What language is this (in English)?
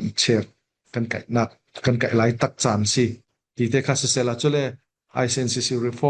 Falam Chin